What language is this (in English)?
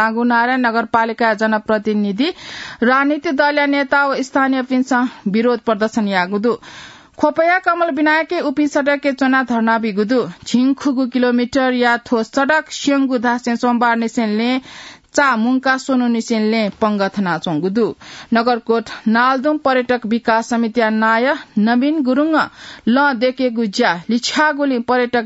Newari